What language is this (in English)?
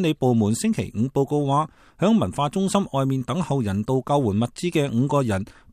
Cantonese